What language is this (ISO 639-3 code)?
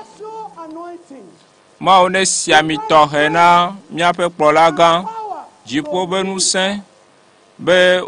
ewe